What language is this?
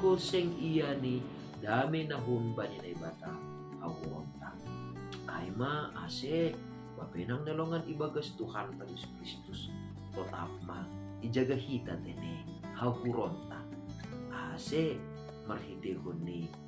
Batak Simalungun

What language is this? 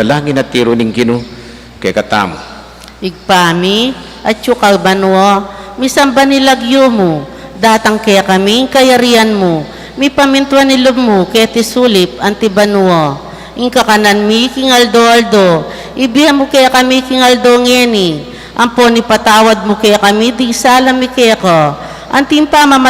Pampanga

